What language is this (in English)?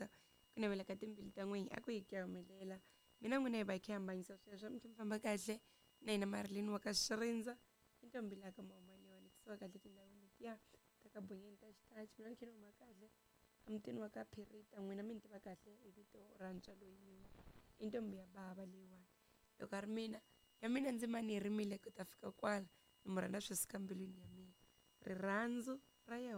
Tsonga